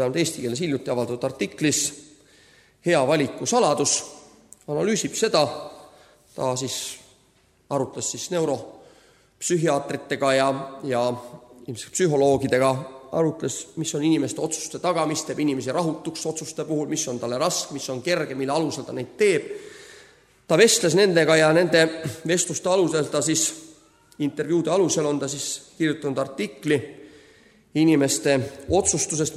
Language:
Estonian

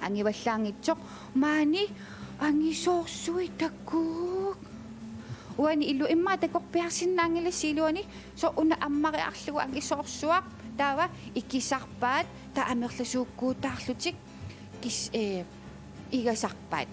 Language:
Kalaallisut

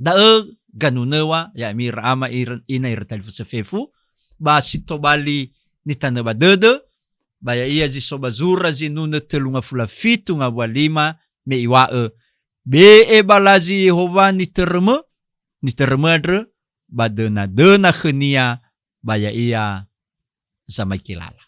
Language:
Nias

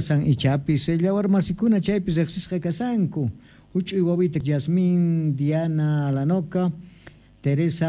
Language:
Quechua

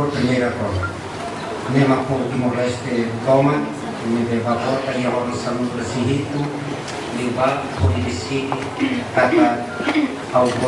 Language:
Tetum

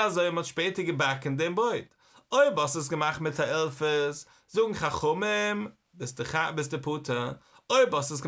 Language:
Yiddish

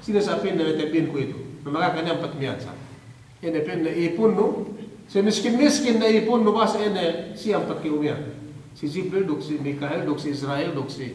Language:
Yakan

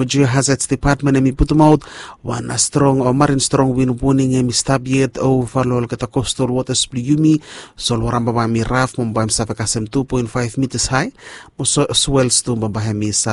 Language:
Bislama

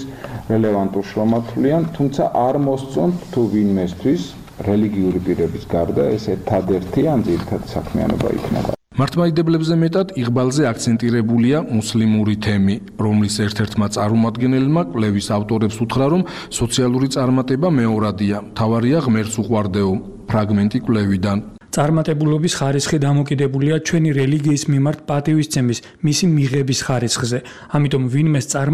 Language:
Georgian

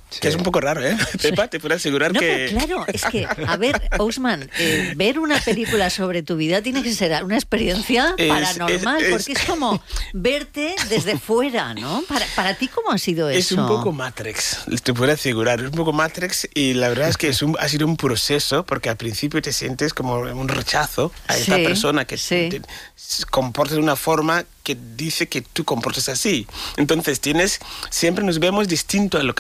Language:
Spanish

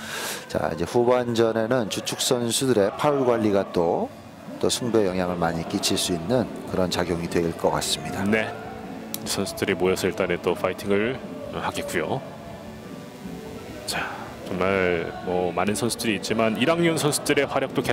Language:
Korean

